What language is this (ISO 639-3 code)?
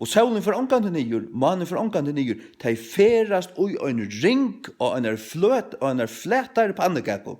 fao